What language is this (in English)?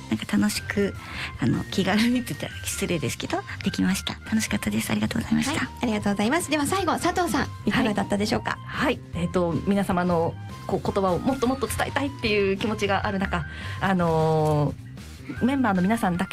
Japanese